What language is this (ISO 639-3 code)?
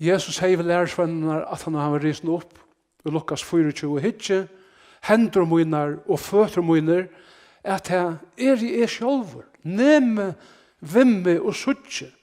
fao